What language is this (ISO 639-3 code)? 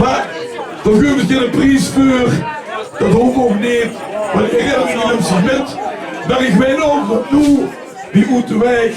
lim